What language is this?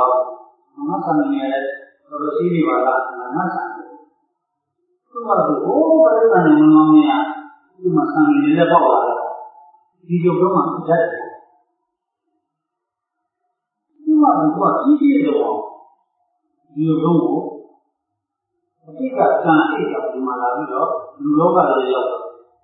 Burmese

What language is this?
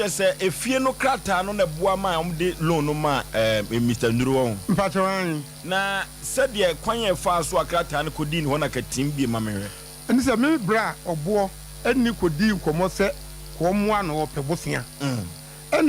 Akan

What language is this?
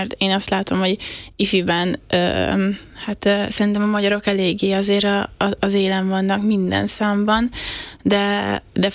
Hungarian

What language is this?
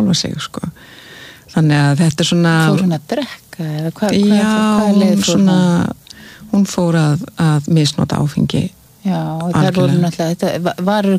Icelandic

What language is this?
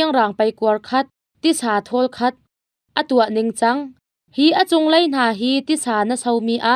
Hakha Chin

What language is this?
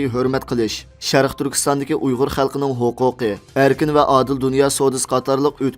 Uyghur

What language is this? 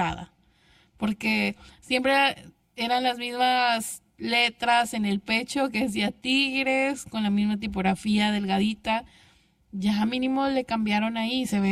Spanish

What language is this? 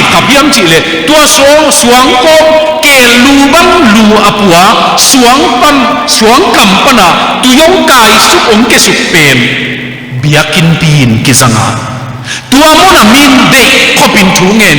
Tedim Chin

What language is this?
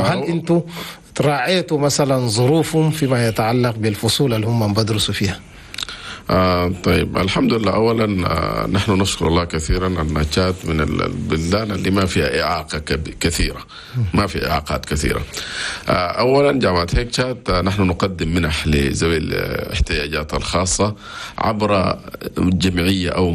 Chadian Arabic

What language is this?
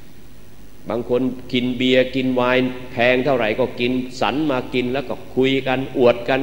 Thai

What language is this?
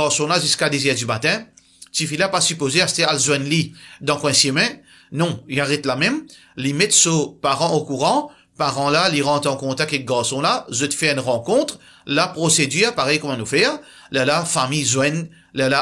Morisyen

